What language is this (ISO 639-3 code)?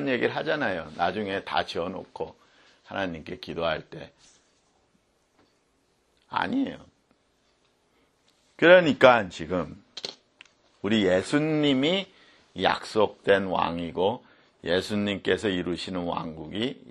kor